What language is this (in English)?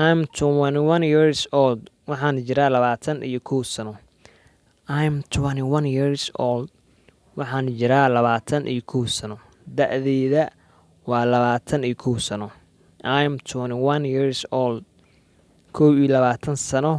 Somali